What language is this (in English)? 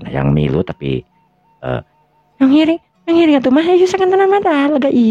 Sundanese